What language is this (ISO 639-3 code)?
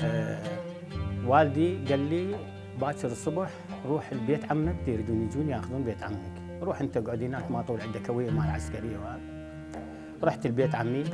acm